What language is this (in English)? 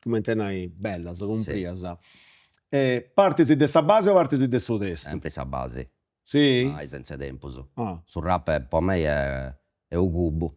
Sardinian